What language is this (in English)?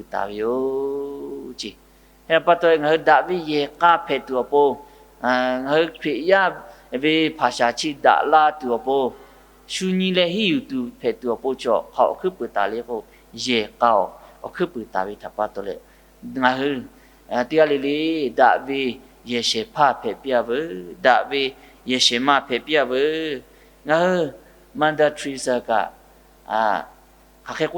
Lahu